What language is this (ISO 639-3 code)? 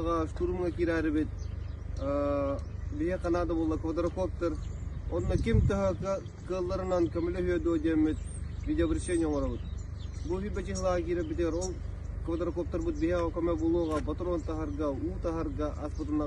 sah